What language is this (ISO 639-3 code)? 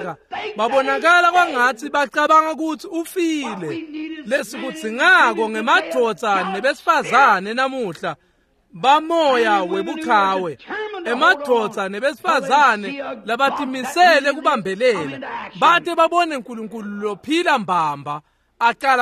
ssw